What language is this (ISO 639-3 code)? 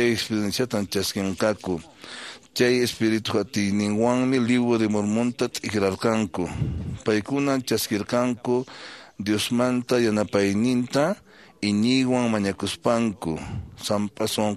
que